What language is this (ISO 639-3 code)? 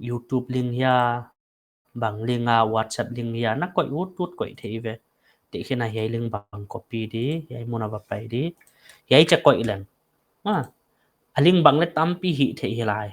pck